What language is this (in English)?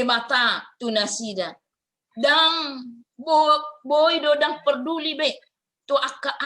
Batak Toba